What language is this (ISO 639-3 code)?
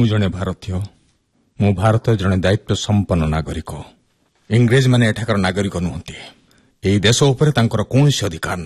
ori